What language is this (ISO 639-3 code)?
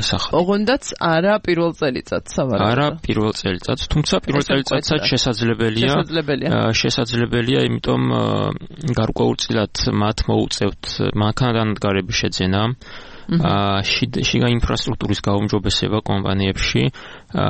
kat